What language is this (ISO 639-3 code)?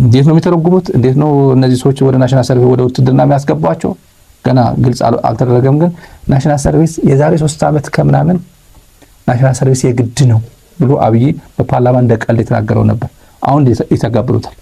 amh